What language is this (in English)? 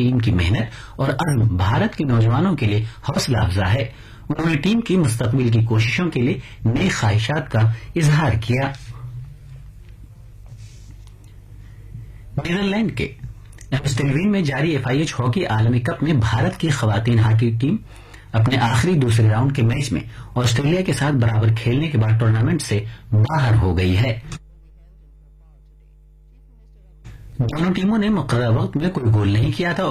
Urdu